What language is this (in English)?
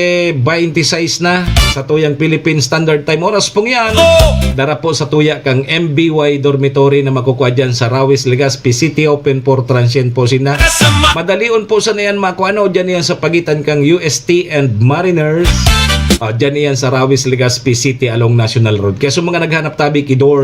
Bikol